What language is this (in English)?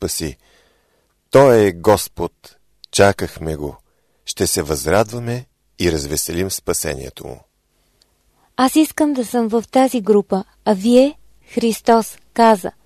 Bulgarian